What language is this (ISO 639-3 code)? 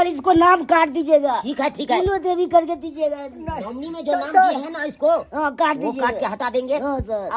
mai